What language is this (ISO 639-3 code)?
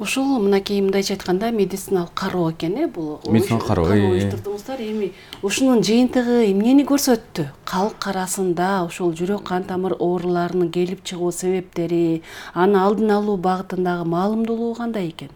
kir